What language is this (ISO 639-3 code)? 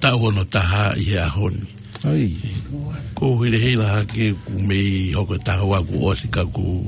ton